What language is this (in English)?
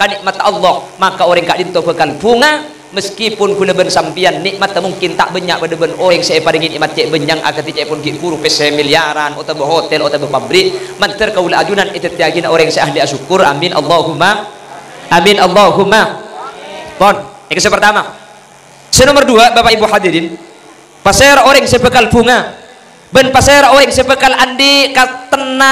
Madurese